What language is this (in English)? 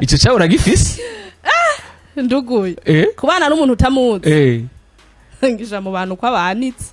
Rundi